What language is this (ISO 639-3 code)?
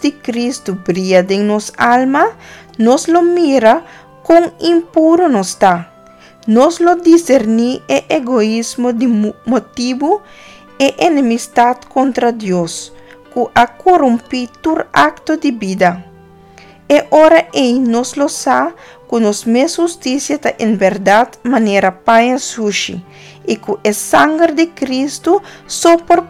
pap